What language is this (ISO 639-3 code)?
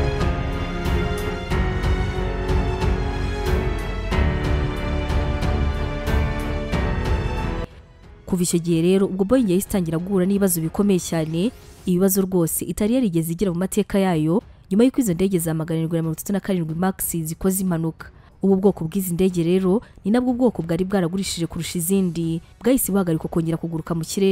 kin